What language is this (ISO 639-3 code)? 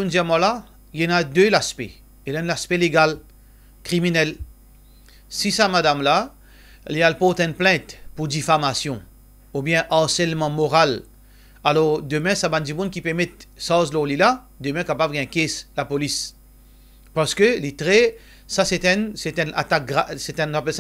mfe